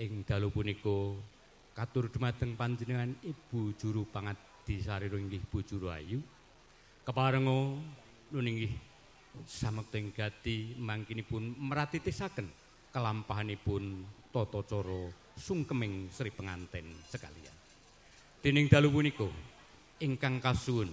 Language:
Javanese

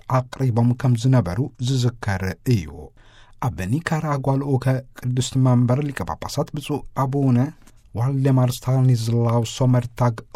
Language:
Tigrinya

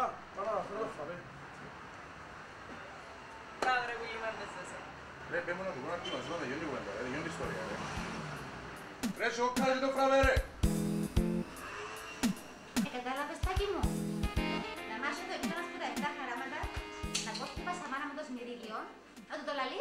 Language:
Greek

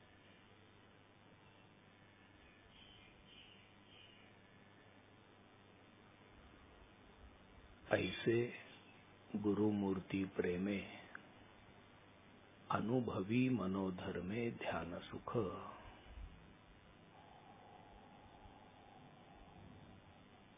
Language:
Marathi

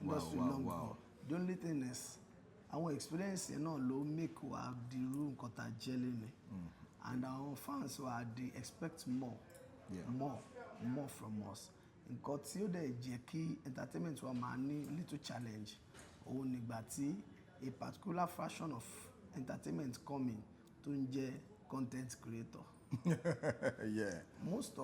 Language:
Yoruba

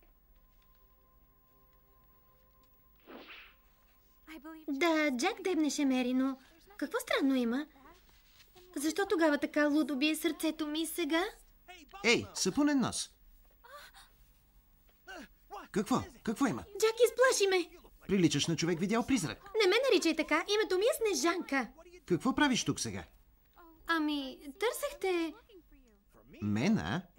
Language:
Bulgarian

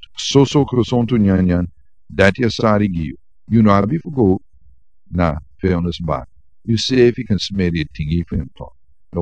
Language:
Sranan Tongo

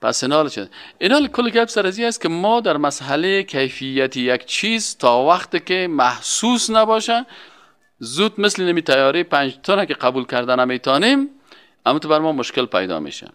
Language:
Persian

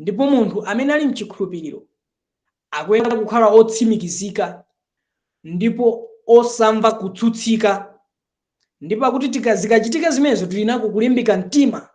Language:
Nyanja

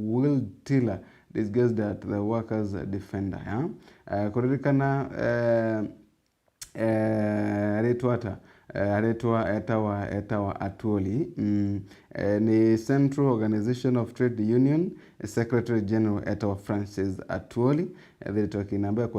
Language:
Meru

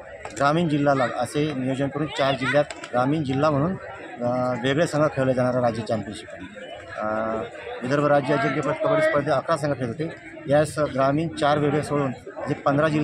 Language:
Marathi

